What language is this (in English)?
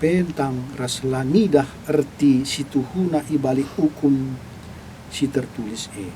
Batak Karo